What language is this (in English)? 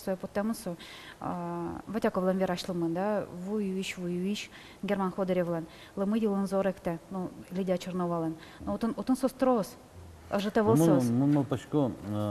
Udmurt